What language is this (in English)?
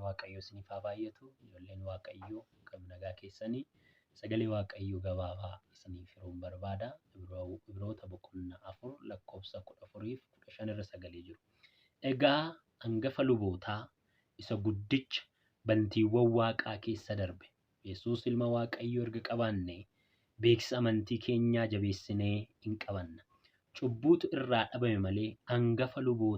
Oromo